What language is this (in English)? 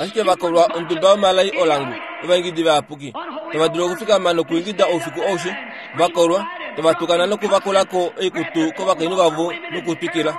Kuanyama